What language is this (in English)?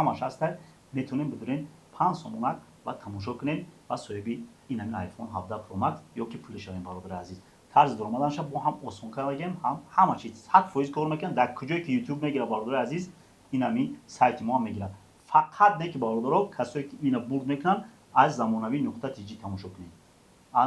Tajik